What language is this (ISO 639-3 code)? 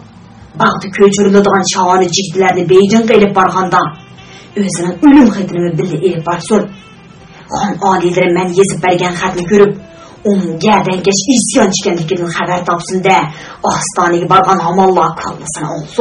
uig